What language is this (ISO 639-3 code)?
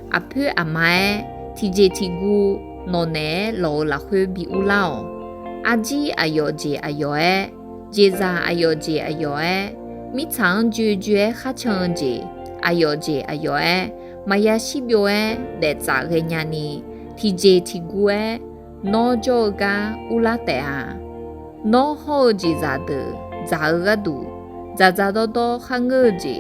ahk